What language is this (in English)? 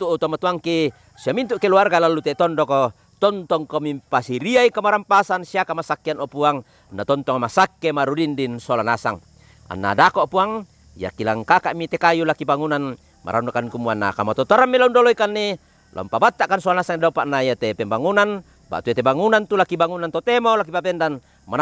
Toraja-Sa'dan